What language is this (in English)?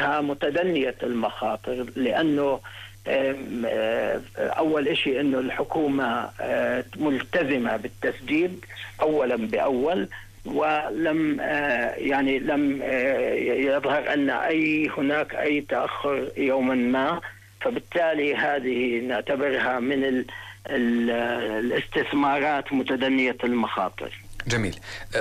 Arabic